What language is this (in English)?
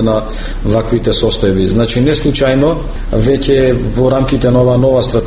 Macedonian